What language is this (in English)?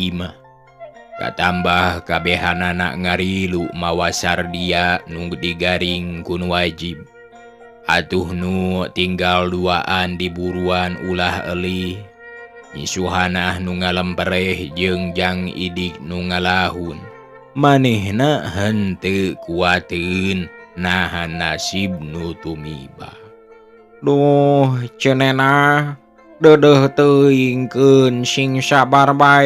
Sundanese